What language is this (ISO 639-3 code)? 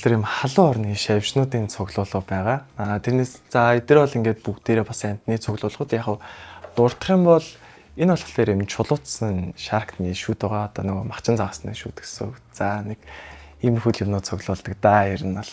mon